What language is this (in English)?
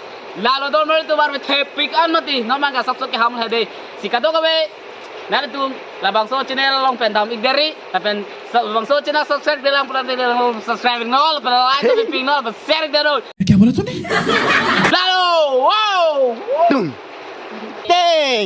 Karbi